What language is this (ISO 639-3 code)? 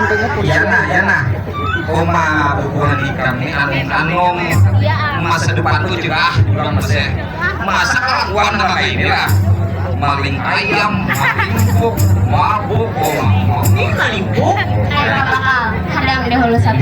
bjn